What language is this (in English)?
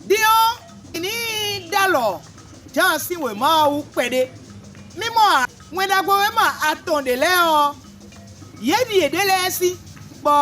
Fon